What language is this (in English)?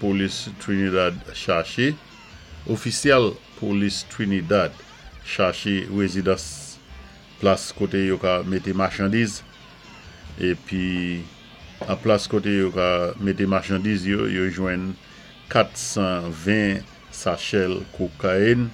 Saint Lucian Creole French